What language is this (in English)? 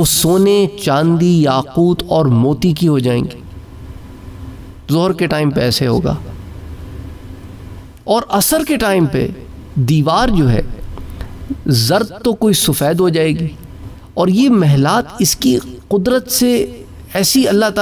Urdu